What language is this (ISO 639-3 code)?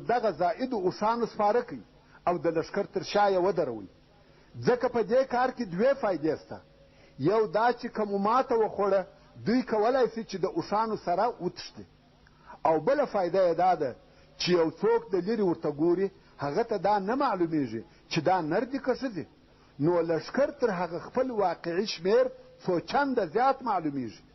pus